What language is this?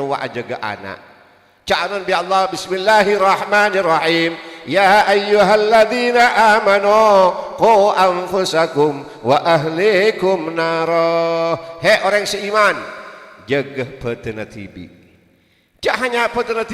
Madurese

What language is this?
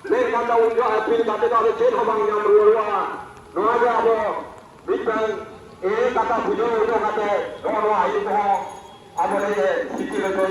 Santali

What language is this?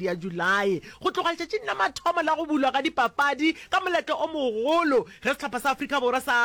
Northern Sotho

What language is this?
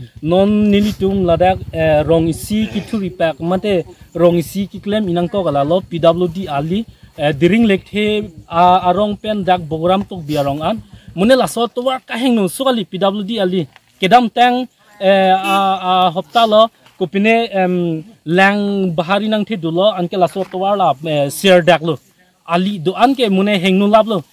Karbi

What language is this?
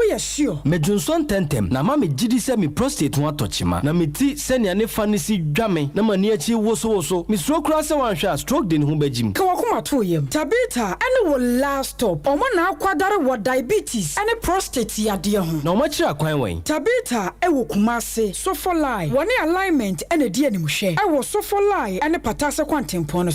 Akan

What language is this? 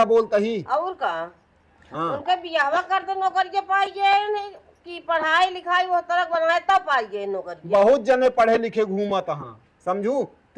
Awadhi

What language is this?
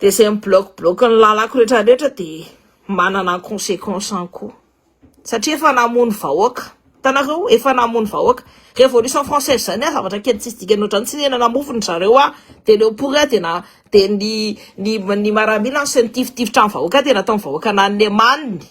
Malagasy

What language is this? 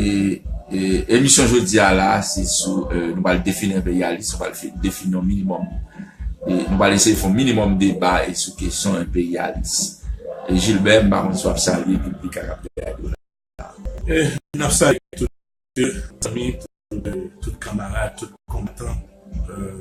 Haitian Creole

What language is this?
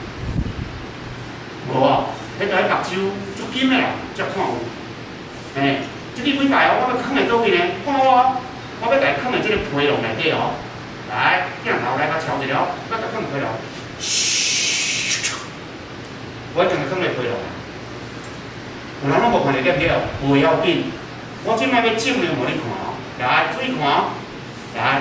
Min Nan Chinese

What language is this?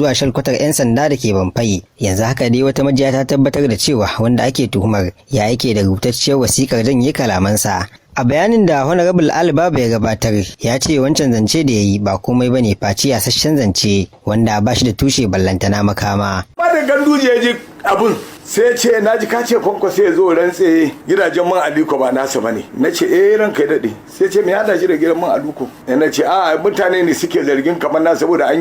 Hausa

